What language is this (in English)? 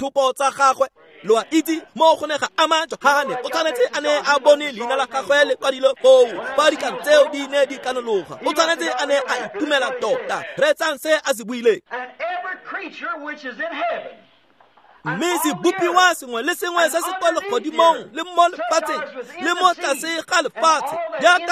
Tswana